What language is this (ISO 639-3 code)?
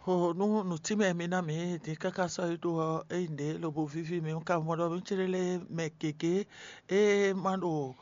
fon